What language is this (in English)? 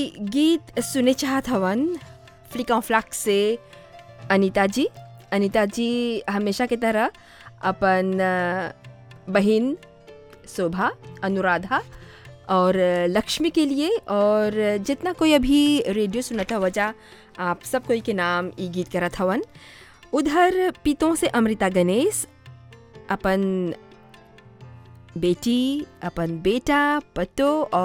Bhojpuri